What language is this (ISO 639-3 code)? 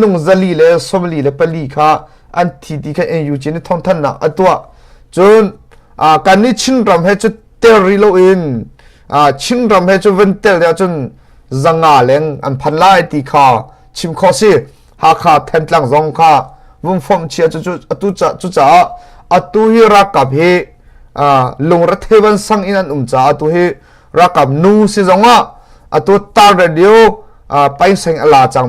cnh